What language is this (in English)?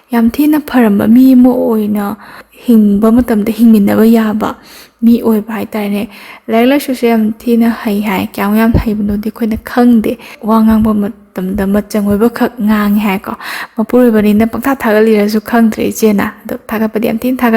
Manipuri